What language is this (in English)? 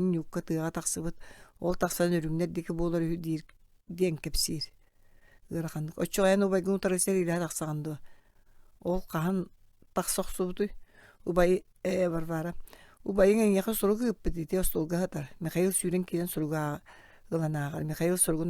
Yakut